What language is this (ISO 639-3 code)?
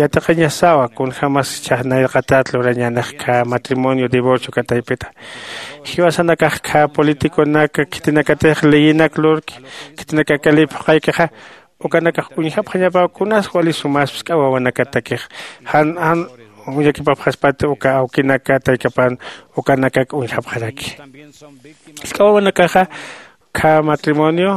aym